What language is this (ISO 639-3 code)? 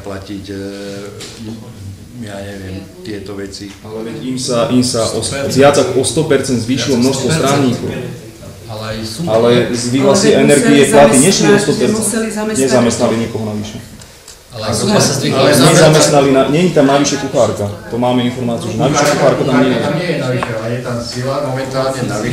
slk